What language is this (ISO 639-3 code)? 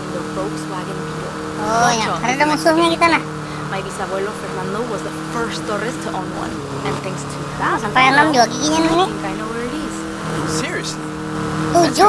bjn